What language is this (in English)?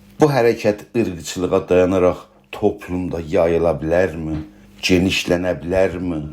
South Azerbaijani